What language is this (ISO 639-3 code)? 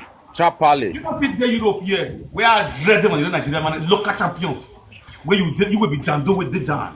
pcm